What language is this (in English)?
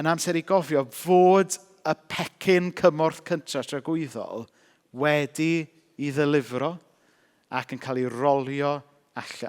Welsh